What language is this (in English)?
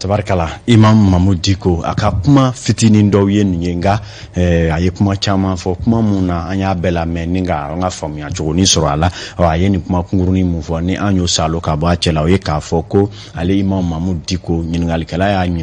Bambara